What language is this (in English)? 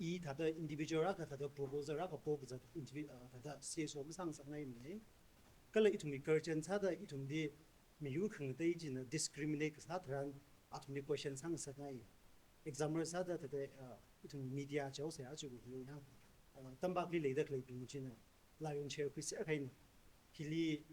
Tangkhul Naga (India)